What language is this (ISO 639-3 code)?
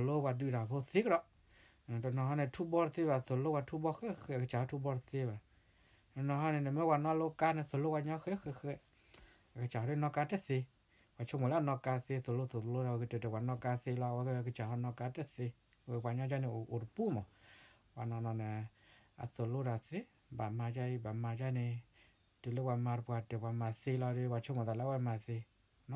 ksw